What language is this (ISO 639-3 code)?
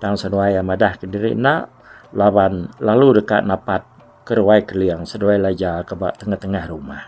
iba